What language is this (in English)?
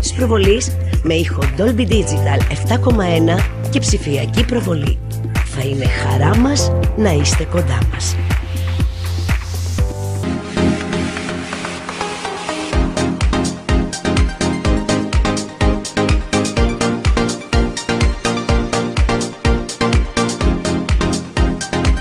Greek